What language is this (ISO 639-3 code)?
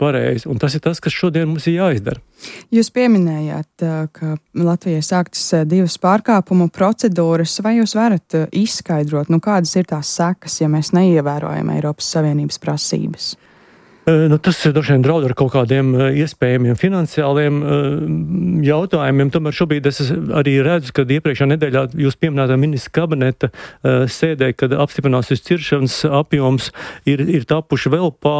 lav